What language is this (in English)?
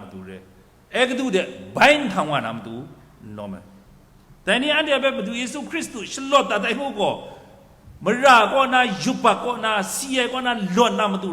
Kachin